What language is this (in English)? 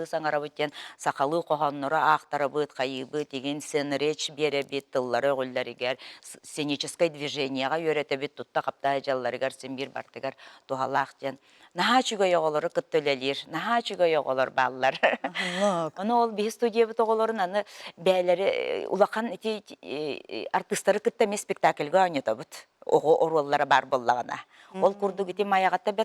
Yakut